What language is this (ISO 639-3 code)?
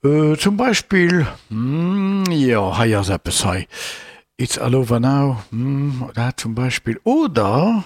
ltz